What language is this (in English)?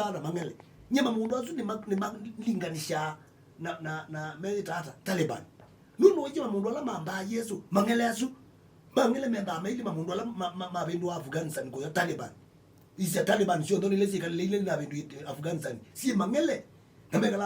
Kamba